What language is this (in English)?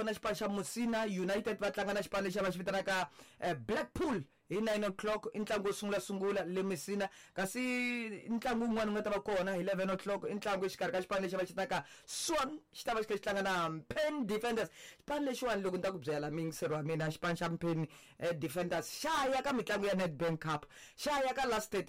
Tsonga